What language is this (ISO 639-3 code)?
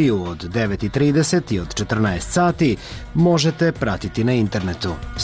srp